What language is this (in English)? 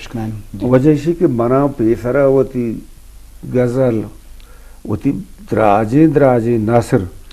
Eastern Balochi